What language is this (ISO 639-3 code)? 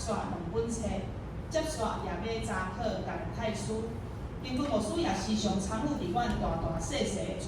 nan